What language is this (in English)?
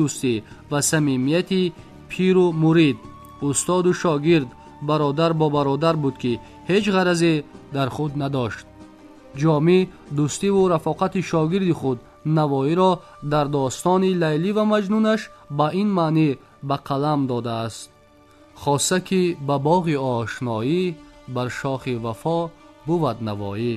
Tajik